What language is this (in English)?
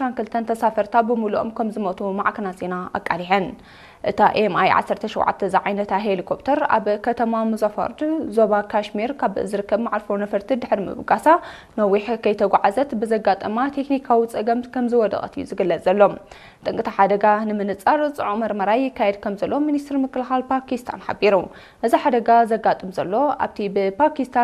Tigrinya